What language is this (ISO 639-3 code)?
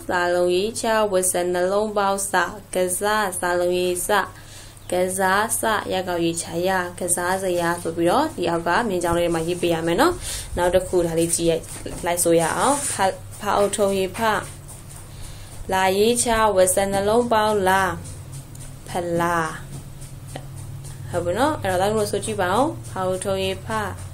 mya